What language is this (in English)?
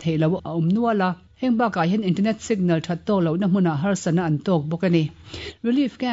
Mizo